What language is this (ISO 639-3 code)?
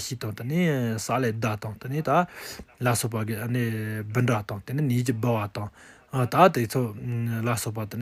bod